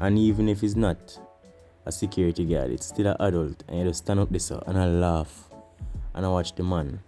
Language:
Jamaican Creole English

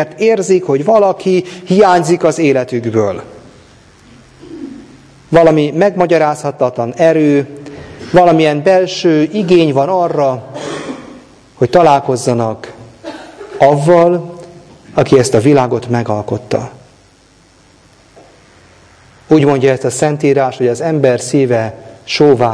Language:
Hungarian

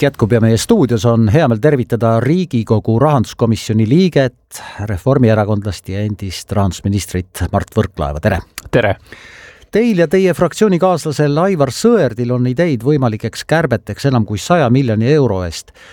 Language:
Estonian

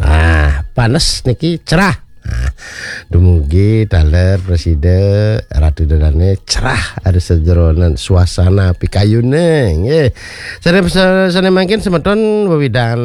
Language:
Balinese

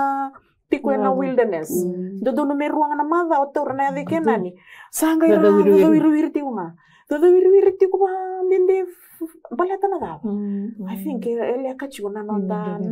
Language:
Fijian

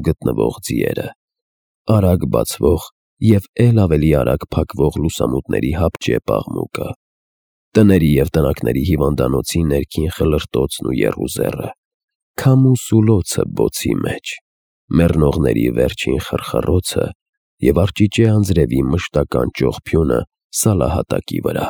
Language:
Armenian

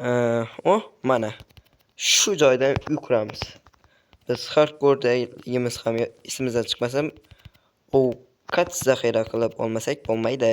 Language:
Uzbek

